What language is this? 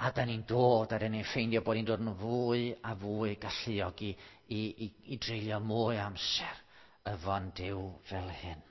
Welsh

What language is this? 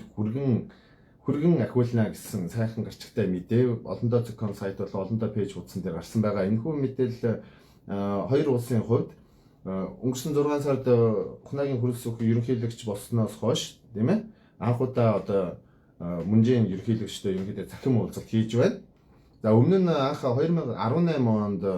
Mongolian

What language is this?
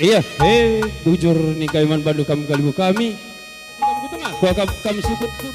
Batak Karo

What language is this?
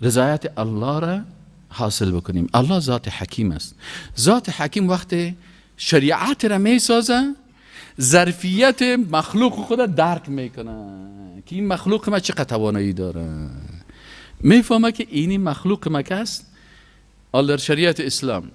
Persian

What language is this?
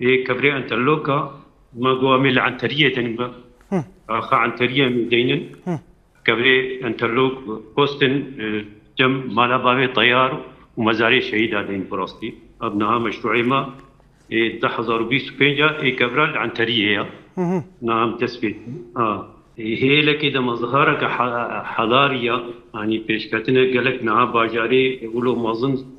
Kurdish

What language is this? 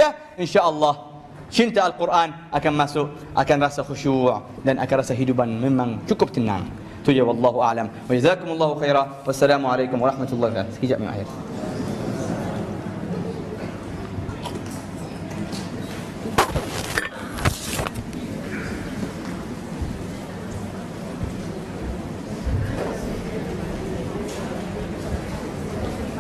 Malay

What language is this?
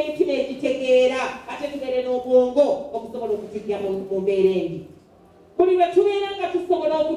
Ganda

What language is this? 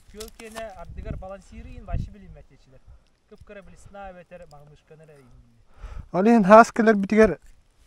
Yakut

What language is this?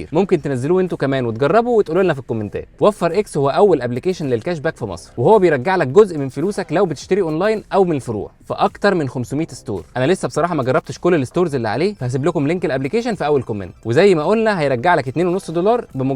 Egyptian Arabic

